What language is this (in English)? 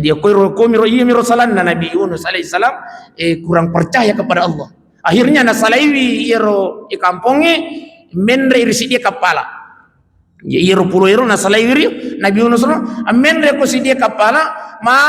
Buginese